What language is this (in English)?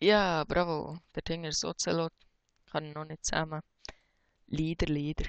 Swiss German